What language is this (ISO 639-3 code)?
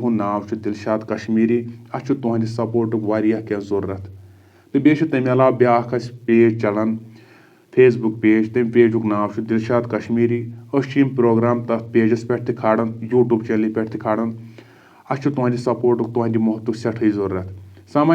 kas